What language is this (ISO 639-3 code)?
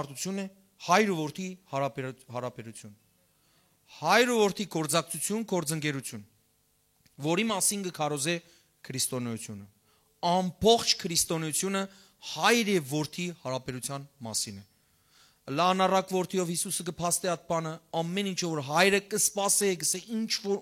hyw